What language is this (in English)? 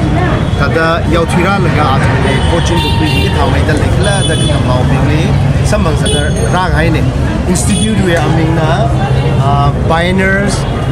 Tangkhul Naga (India)